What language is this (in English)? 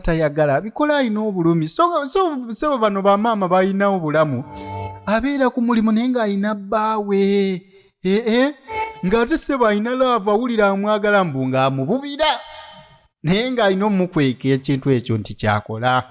Ganda